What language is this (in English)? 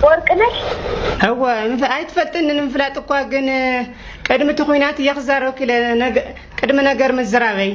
Tigrinya